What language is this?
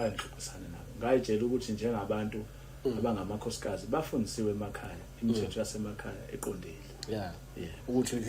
Zulu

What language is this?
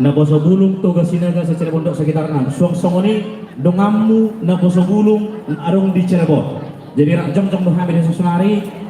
Batak Toba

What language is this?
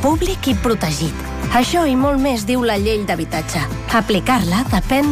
Catalan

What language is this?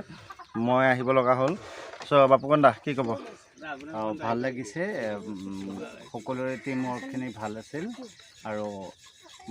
Assamese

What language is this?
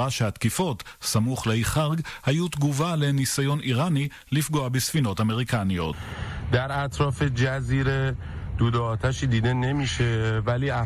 Hebrew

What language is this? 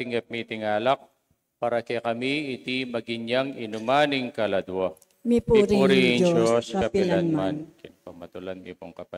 Pampanga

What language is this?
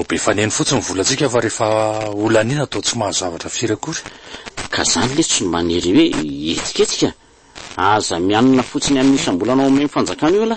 Malagasy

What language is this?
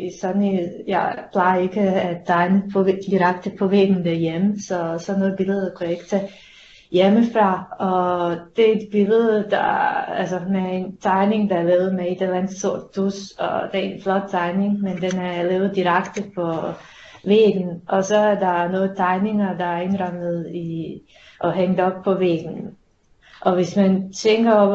Danish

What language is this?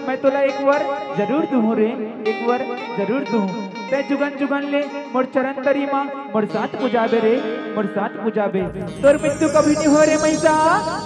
Chhattisgarhi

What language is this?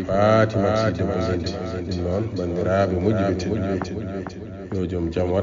Fula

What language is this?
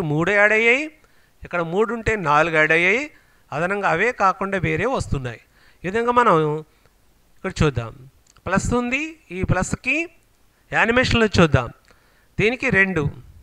Telugu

